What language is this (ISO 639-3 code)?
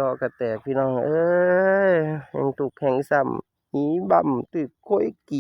tts